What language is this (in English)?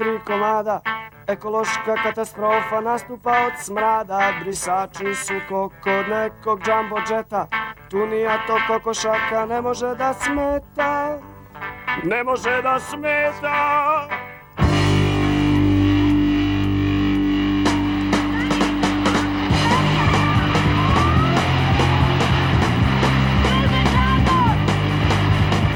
Basque